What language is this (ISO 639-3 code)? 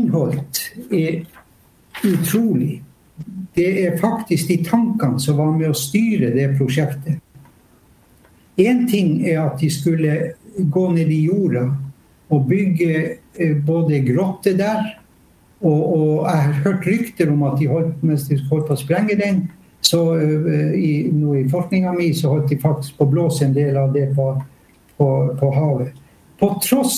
nor